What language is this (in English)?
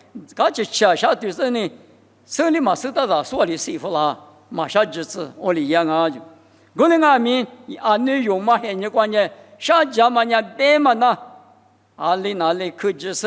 Lisu